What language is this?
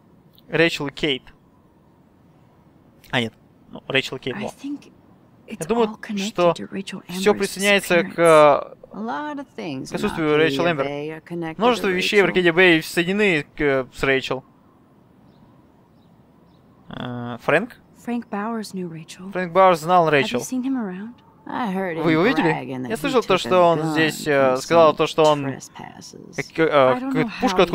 Russian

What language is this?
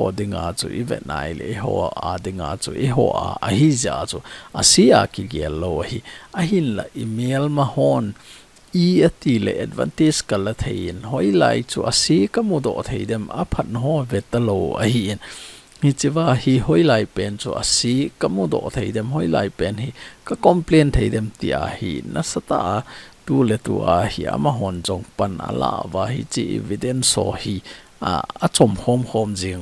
Thado Chin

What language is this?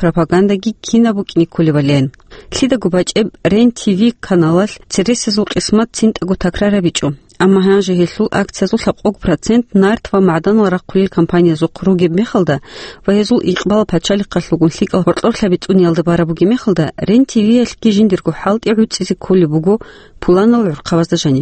Avaric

